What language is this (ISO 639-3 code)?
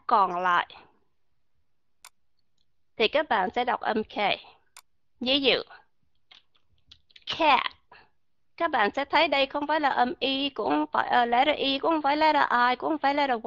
vie